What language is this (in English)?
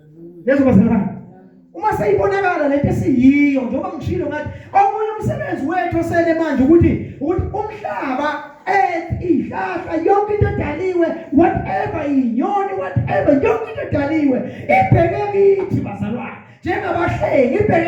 Zulu